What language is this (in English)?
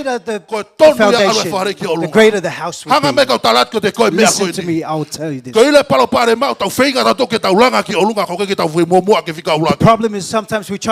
Tongan